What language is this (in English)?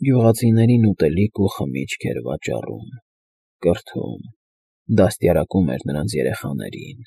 Armenian